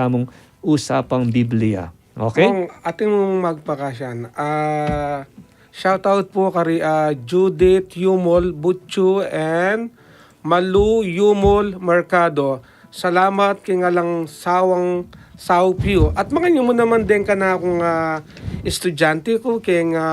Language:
Pampanga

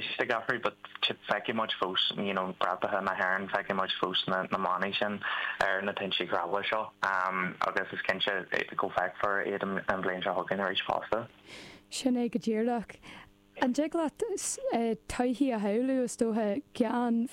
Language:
Irish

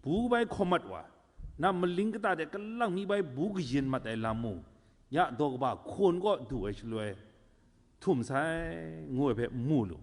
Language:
Kachin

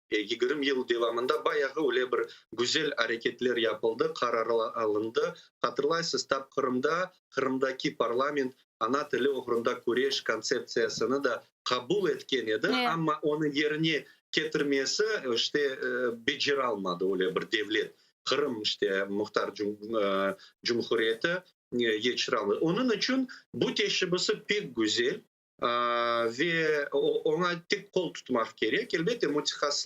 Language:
Crimean Tatar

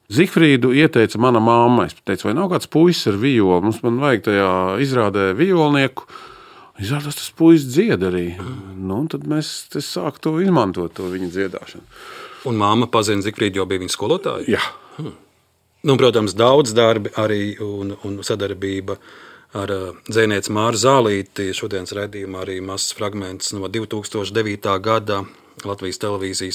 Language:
Latvian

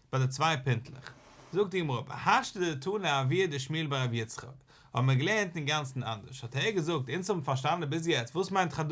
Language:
Yiddish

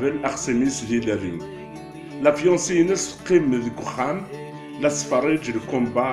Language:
Kabyle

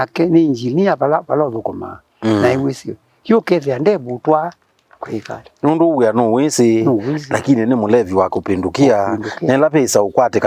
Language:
Kamba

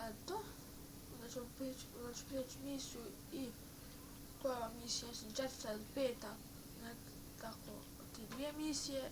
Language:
Bosnian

